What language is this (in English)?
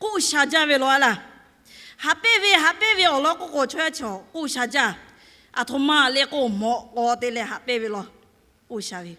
Lahu